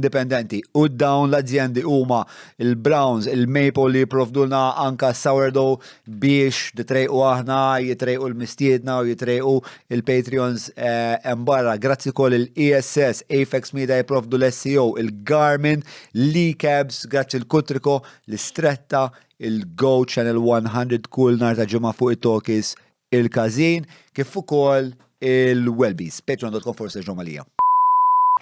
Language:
Maltese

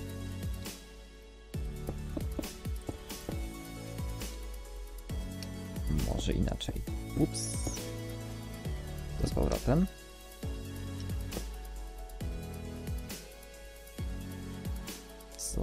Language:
Polish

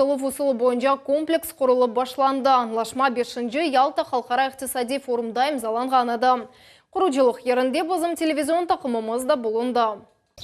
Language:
Crimean Tatar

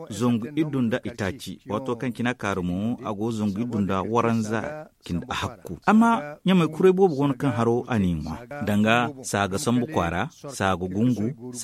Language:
Zarma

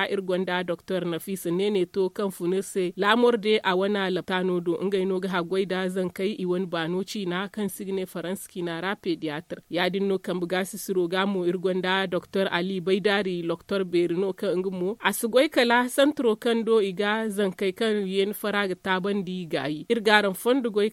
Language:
Zarma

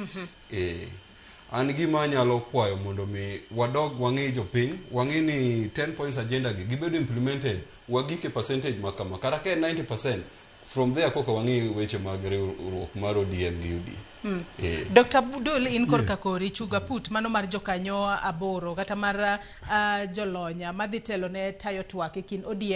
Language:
Luo (Kenya and Tanzania)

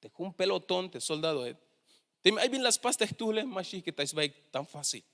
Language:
Tzeltal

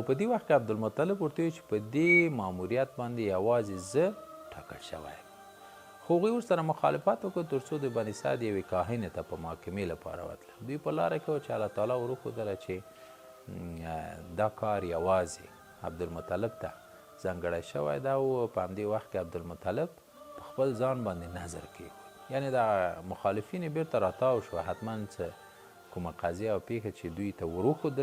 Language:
Pashto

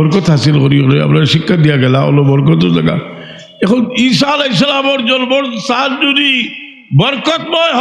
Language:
Sylheti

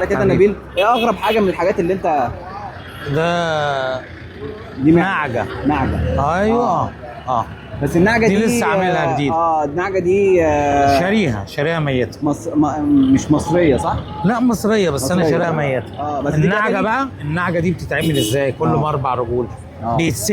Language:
Egyptian Arabic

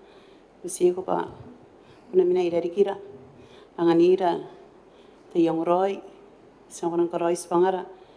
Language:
Gilbertese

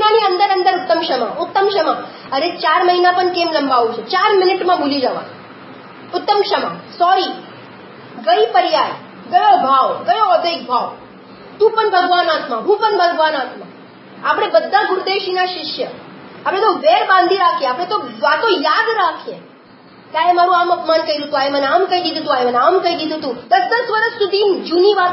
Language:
Gujarati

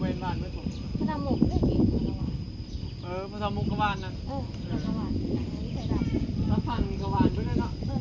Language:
Northeastern Thai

